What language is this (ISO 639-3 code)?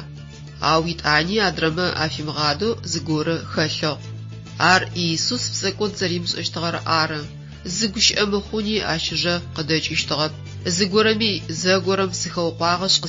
ady